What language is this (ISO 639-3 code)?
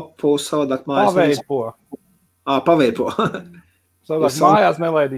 lav